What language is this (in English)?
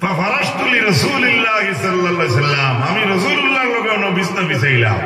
Sylheti